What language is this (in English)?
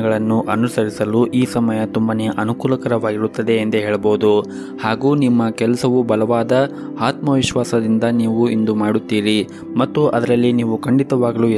Kannada